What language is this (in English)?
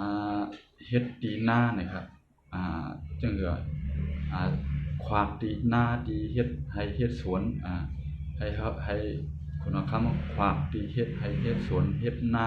Shan